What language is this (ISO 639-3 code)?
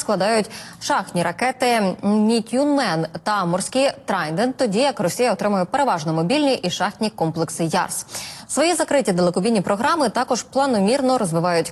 ukr